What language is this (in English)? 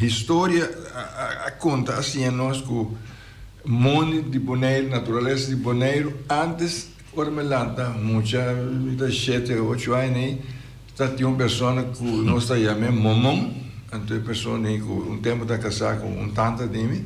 Papiamento